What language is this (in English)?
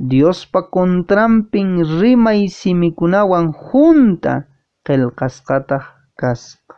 Quechua